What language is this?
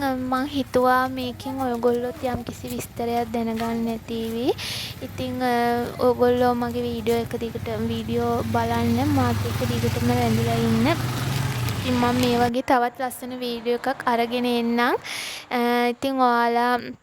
Sinhala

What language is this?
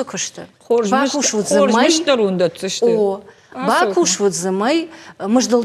Ossetic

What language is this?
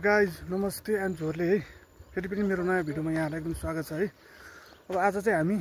Nepali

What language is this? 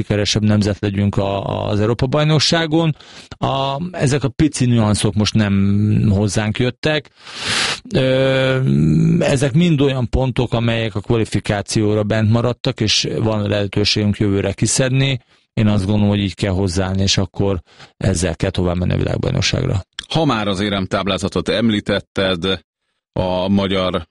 Hungarian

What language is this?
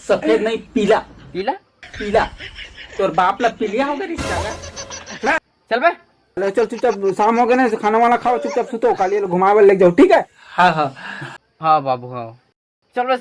Chhattisgarhi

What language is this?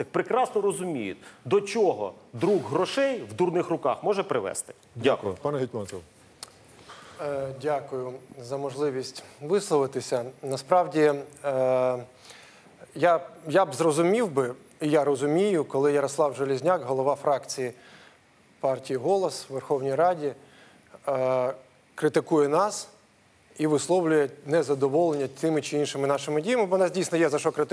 Ukrainian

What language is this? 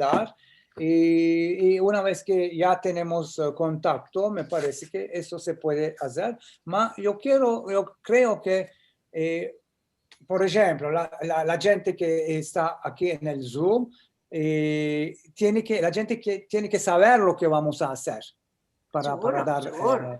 Ladino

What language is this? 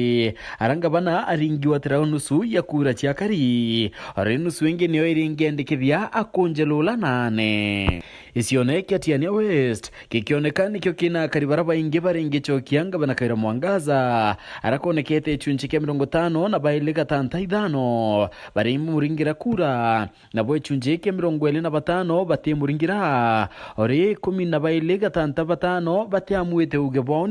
Meru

